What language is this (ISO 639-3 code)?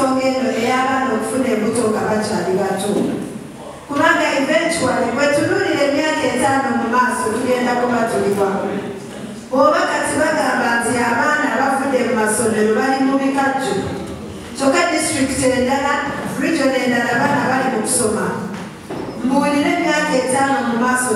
xog